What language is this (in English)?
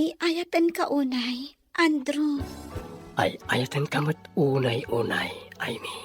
Iloko